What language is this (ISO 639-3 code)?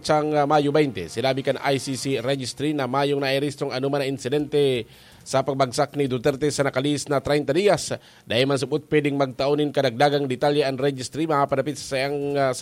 bik